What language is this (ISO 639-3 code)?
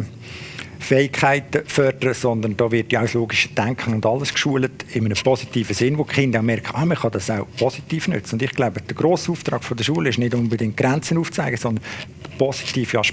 gsw